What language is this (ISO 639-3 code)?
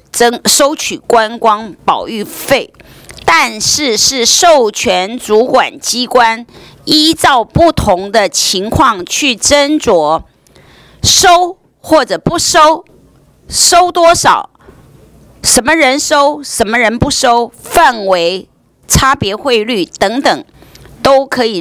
zho